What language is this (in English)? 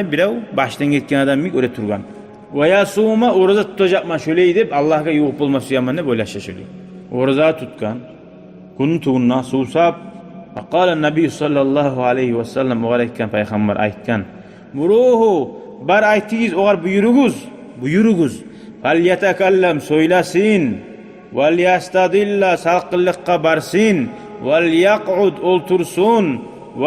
Kumyk